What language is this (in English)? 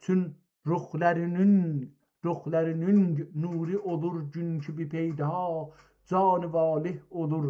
South Azerbaijani